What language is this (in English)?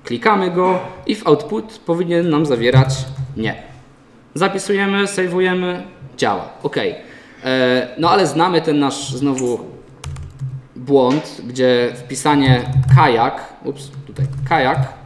Polish